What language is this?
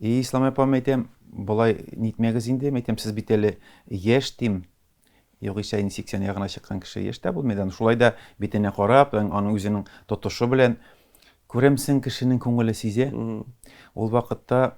Tatar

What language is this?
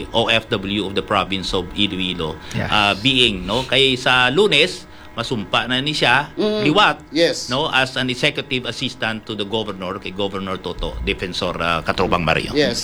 Hiligaynon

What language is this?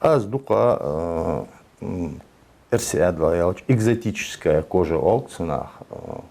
Ingush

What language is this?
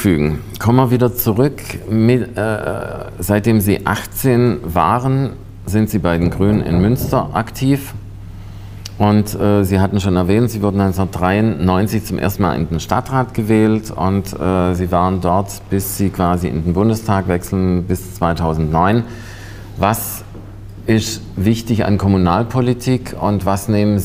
German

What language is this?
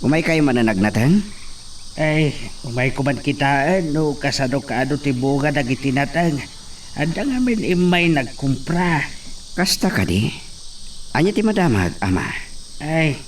Iloko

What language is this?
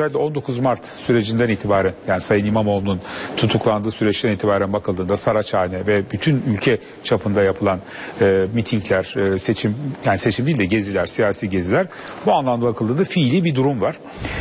Turkish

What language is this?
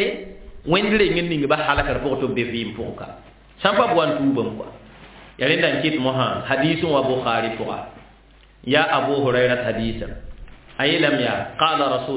Mossi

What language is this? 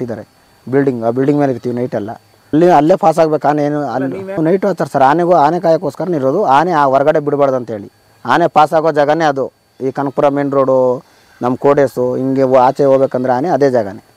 Kannada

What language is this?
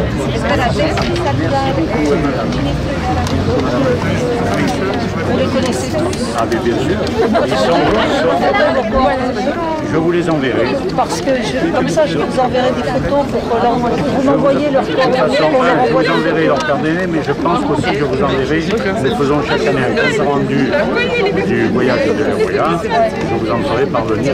French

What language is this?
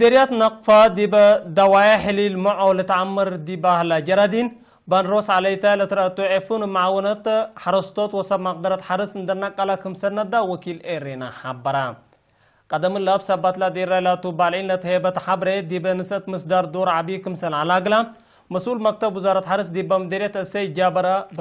Tigre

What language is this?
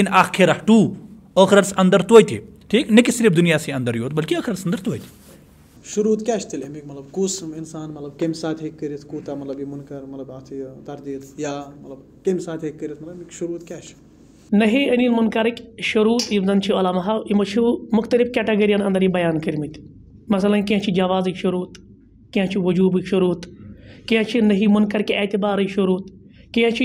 Kashmiri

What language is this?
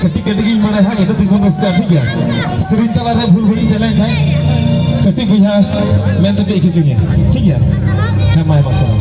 Santali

